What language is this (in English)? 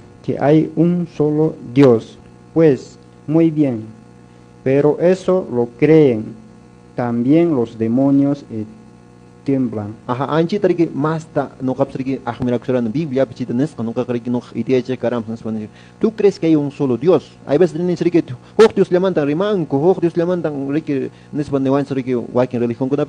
Quechua